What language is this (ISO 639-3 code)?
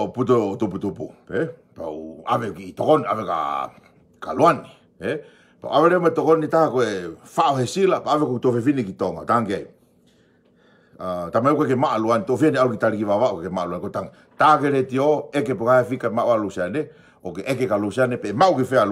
ton